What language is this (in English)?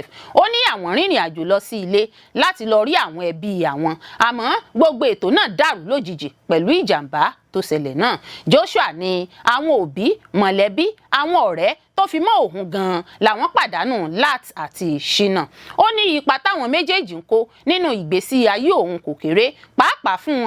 Yoruba